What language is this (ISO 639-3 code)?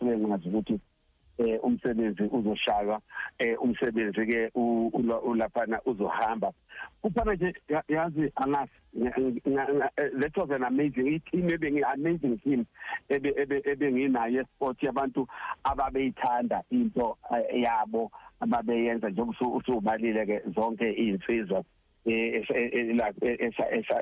zul